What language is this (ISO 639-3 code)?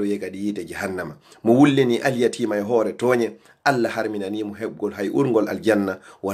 ful